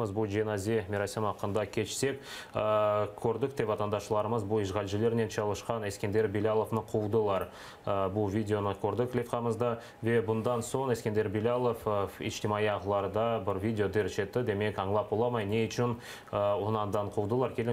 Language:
Crimean Tatar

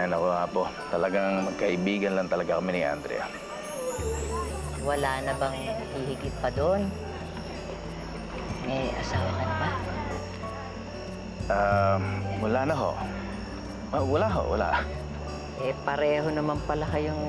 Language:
Filipino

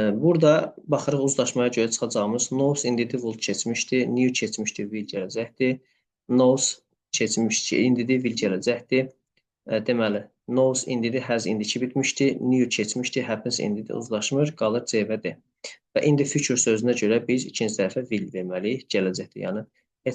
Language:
Azerbaijani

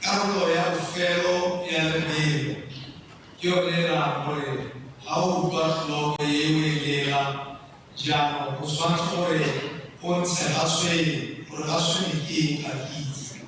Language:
Tswana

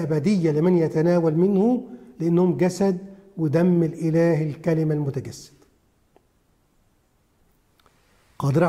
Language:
Egyptian Arabic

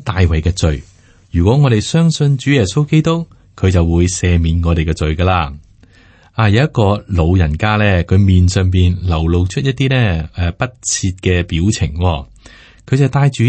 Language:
Cantonese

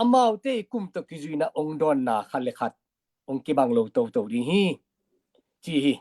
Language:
Tedim Chin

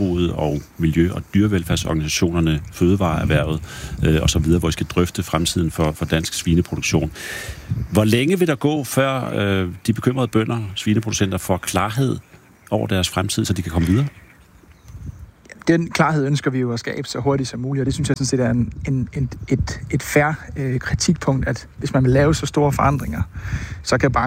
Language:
Danish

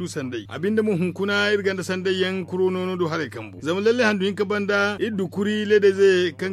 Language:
Zarma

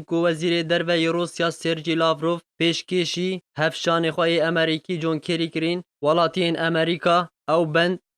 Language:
Kurdish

